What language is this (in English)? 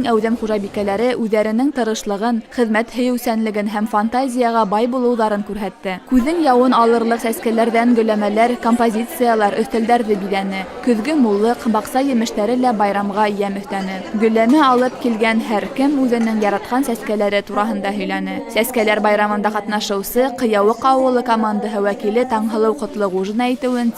Bashkir